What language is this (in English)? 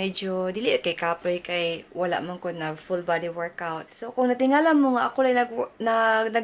Cebuano